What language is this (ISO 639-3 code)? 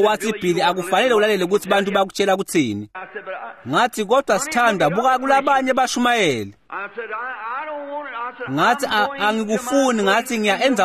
ssw